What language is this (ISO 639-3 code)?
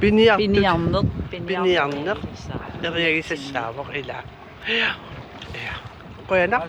kal